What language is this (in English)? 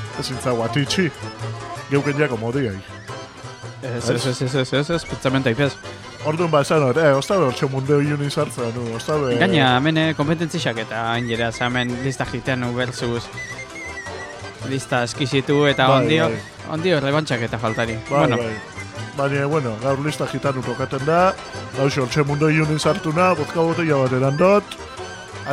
Basque